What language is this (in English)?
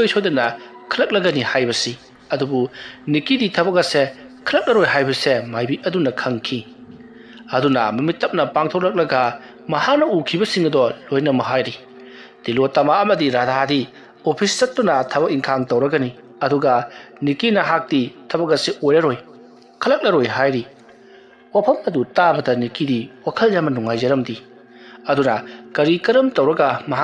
Manipuri